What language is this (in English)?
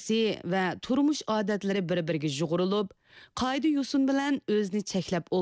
Uyghur